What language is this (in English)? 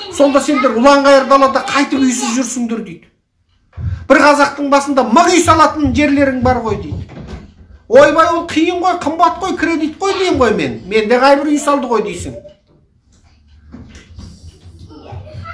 Kazakh